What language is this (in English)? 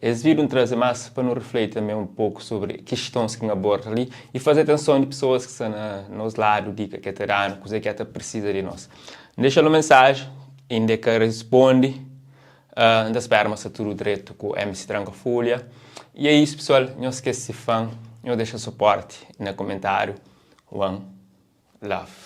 Kabuverdianu